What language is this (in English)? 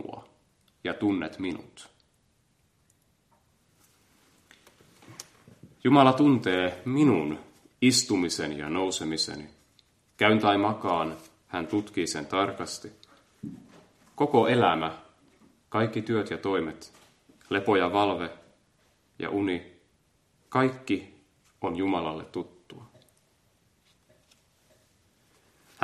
Finnish